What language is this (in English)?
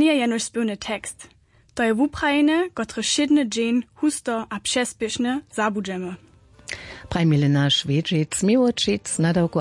Upper Sorbian